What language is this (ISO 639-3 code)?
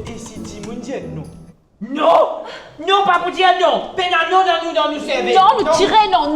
mfe